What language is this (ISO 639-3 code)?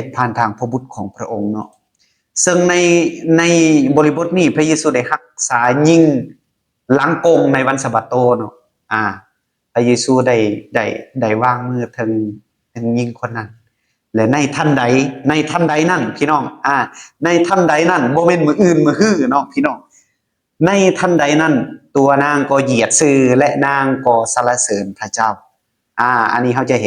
lao